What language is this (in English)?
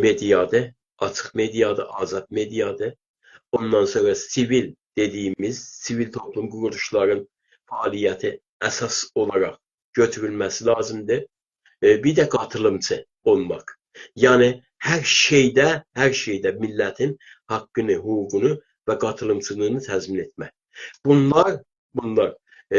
South Azerbaijani